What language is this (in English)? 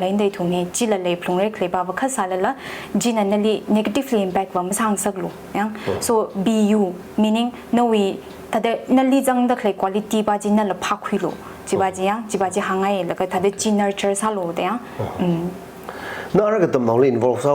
Tangkhul Naga (India)